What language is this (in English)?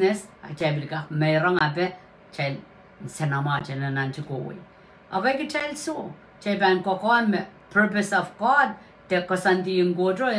Pohnpeian